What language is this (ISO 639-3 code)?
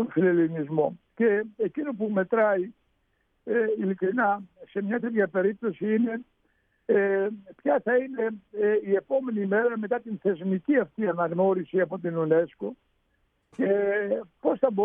ell